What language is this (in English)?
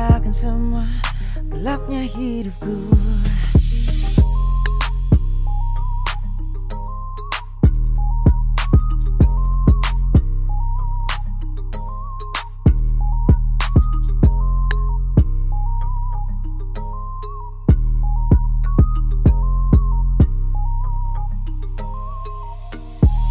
Indonesian